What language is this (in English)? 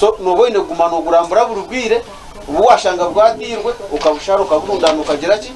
Nyankole